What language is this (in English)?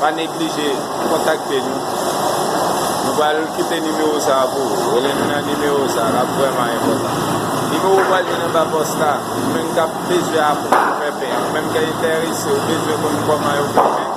Haitian Creole